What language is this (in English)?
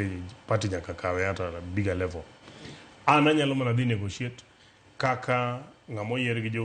Luo (Kenya and Tanzania)